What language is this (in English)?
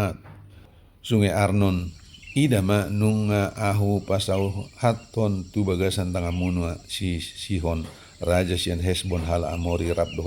Batak Toba